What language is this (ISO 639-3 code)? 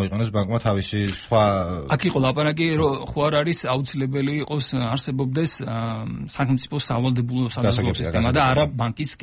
kat